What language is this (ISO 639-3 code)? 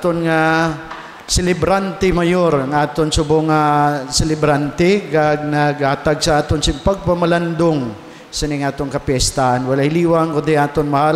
hil